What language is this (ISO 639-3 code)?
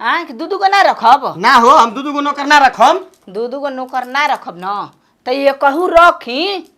bho